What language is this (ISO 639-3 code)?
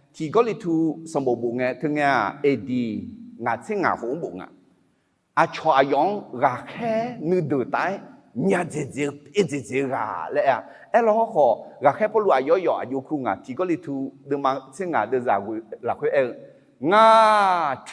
ahk